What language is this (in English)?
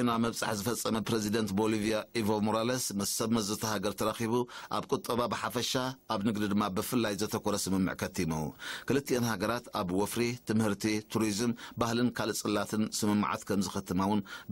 Tigrinya